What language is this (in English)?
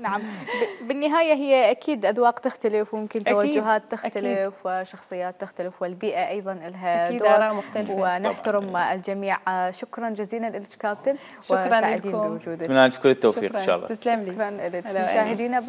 Mesopotamian Arabic